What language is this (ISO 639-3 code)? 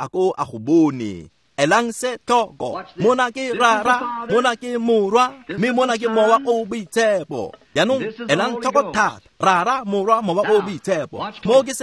tsn